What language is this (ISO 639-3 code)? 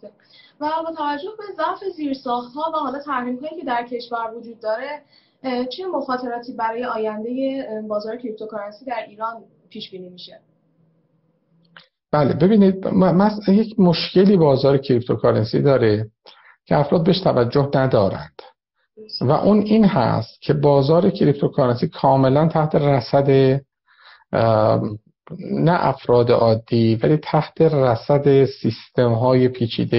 fas